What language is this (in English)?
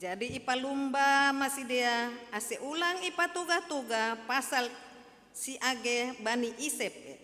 Batak Simalungun